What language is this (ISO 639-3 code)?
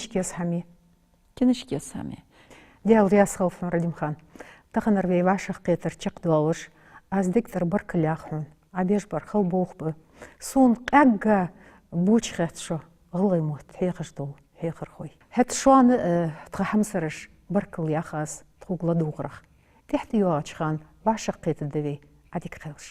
inh